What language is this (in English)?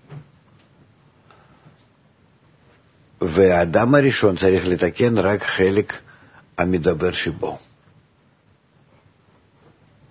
Hebrew